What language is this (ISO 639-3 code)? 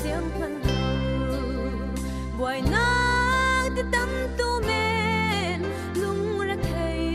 cfm